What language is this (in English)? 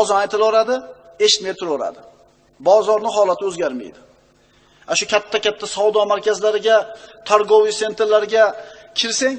Uzbek